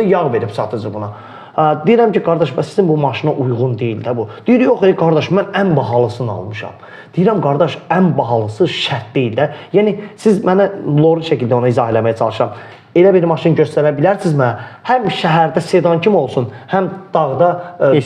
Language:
Azerbaijani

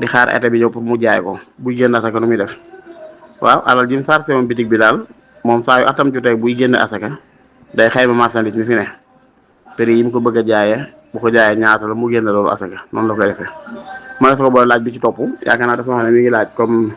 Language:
Wolof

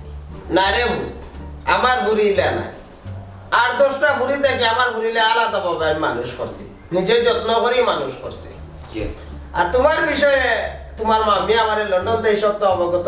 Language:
Sylheti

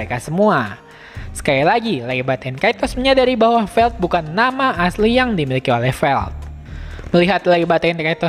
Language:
Indonesian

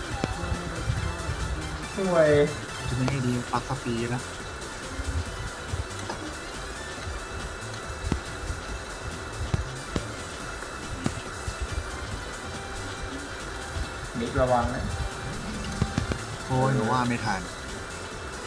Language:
Thai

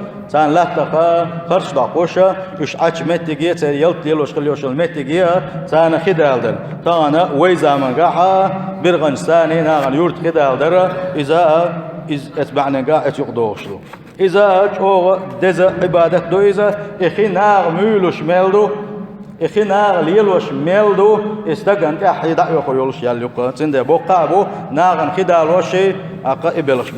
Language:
Chechen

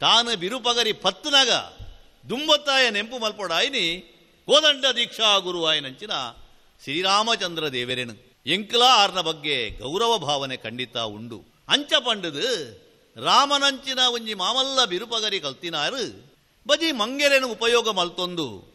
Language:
Tulu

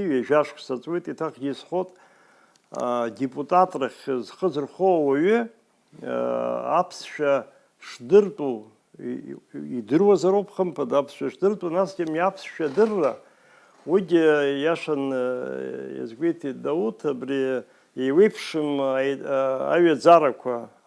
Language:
Abkhazian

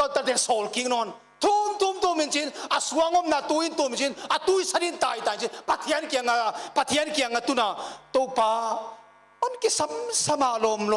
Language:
Paite Chin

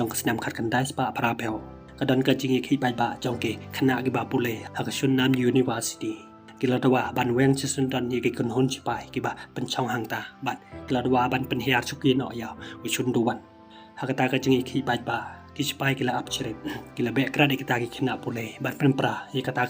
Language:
Khasi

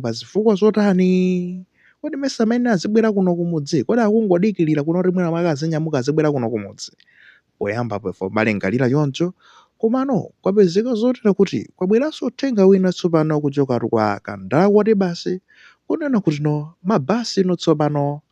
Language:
Nyanja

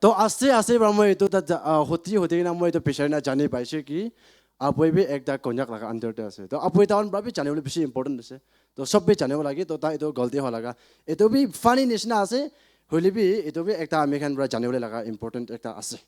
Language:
Naga Pidgin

